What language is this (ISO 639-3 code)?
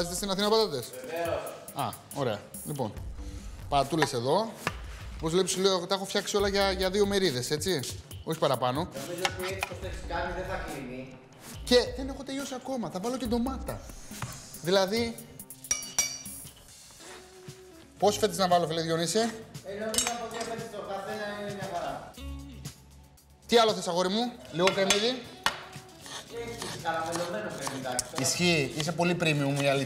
ell